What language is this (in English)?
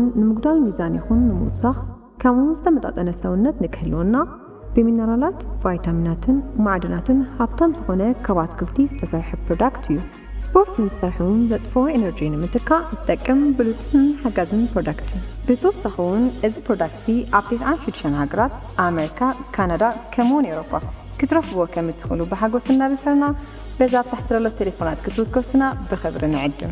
Tigrinya